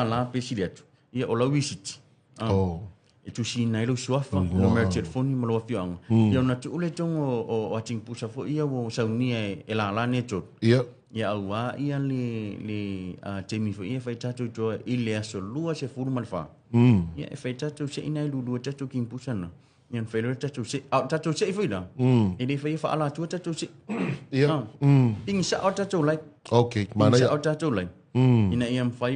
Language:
Samoan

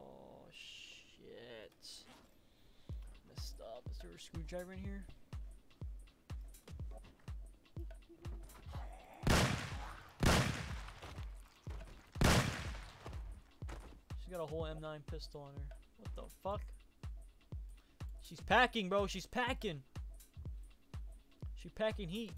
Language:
English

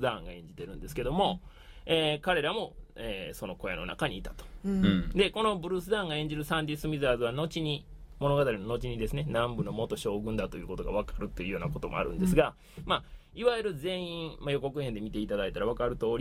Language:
Japanese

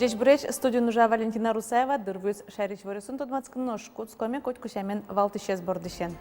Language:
Udmurt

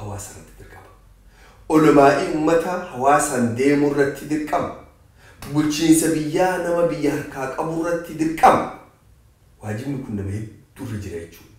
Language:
Oromo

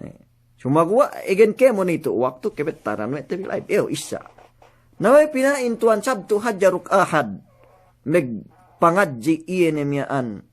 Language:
Yakan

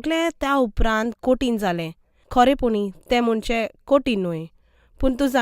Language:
Konkani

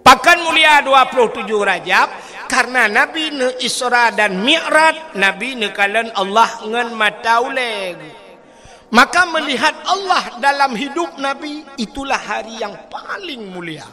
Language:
Achinese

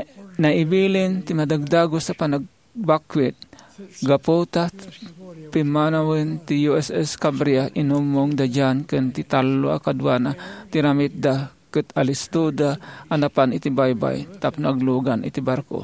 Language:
Iloko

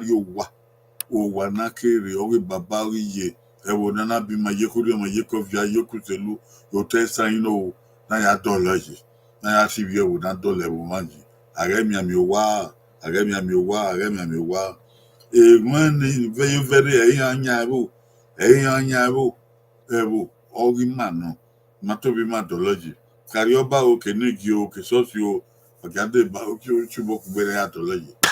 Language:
Bini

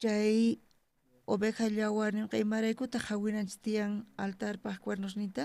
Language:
South Bolivian Quechua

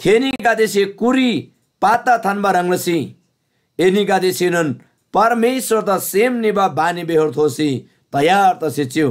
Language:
Eastern Tamang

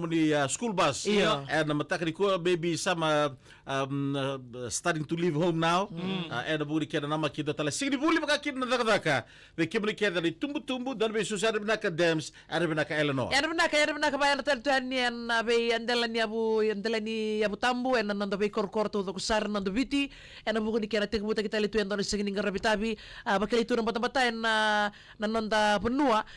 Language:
Fijian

